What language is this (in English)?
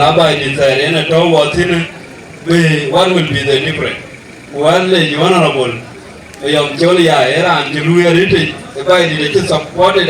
Dinka